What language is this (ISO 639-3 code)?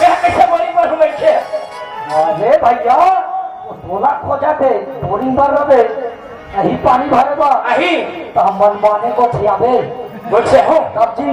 hne